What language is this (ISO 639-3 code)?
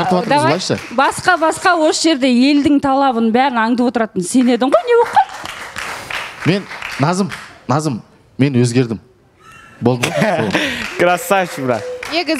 kaz